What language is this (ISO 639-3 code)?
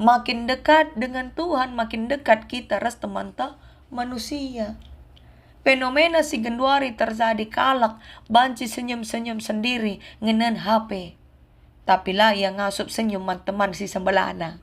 btx